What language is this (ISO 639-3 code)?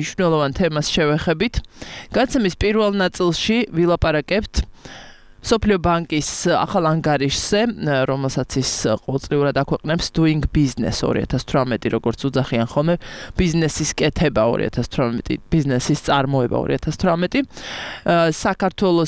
kat